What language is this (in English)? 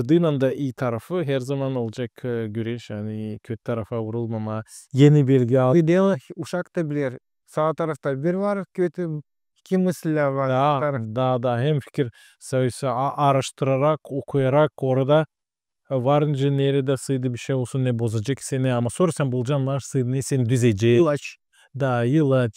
Gagauz